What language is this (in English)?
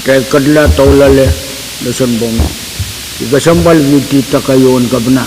Pohnpeian